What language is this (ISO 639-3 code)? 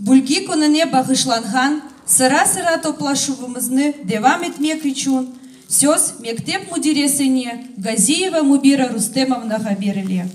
crh